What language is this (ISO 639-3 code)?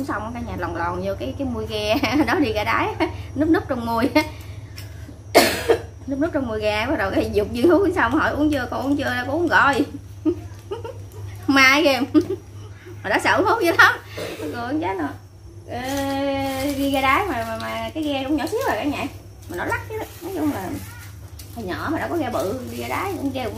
vie